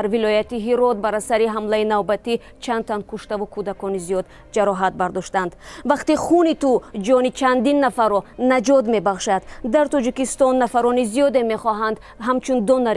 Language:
Tajik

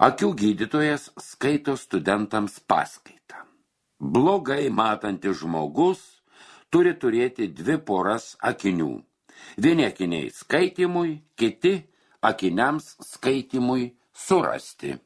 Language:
Lithuanian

